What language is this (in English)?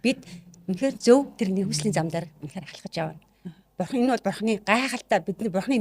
Mongolian